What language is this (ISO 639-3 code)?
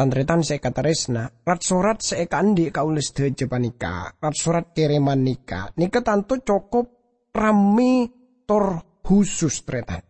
mad